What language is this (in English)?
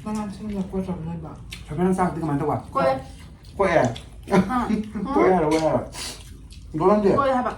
Manipuri